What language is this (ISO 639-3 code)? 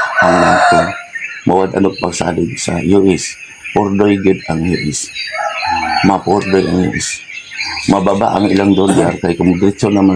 ceb